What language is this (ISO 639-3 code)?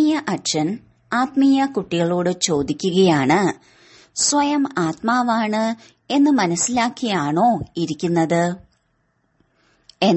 mal